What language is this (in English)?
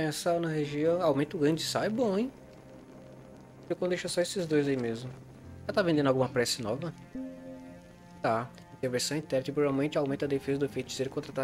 Portuguese